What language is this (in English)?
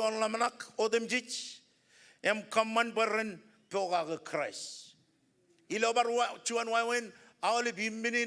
Marshallese